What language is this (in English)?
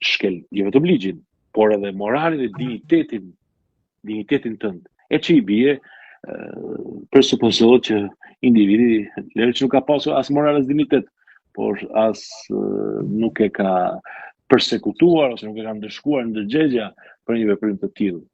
Albanian